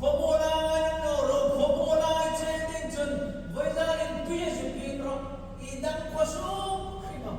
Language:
Hmar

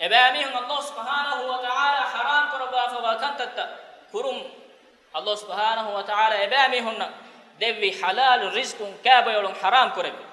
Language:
Divehi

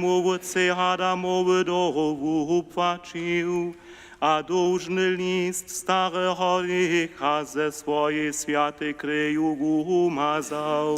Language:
Upper Sorbian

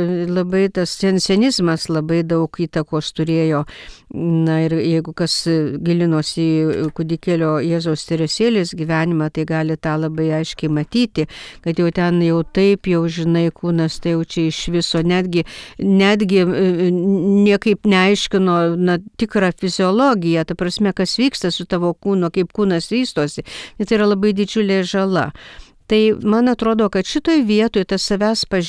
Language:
Lithuanian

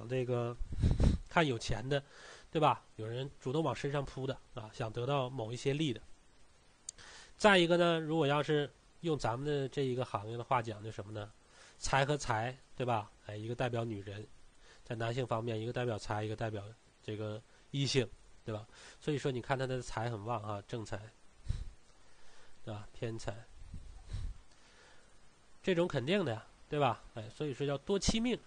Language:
Chinese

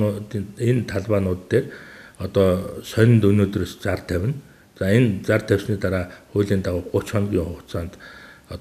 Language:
Mongolian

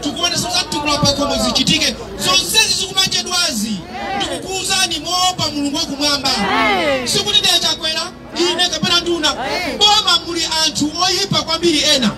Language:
Nyanja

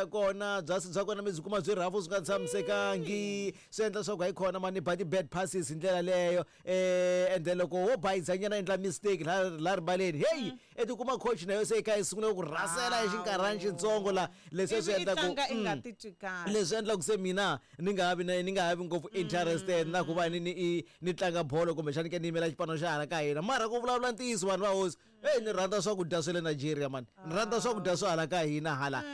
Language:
Tsonga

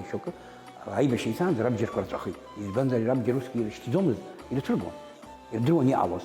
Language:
Abkhazian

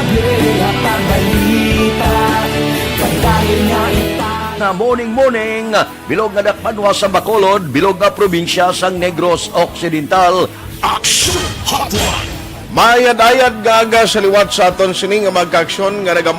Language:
Hiligaynon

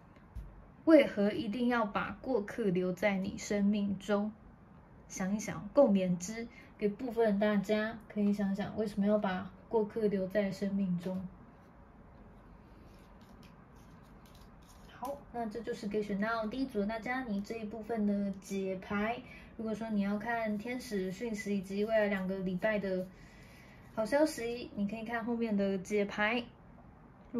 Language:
Chinese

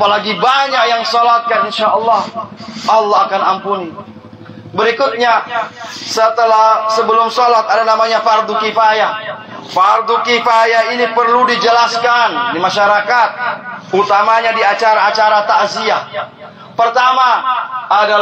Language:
Indonesian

